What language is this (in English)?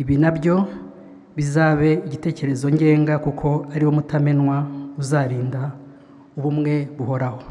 Kinyarwanda